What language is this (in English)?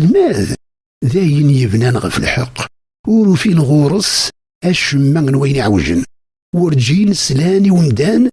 Kabyle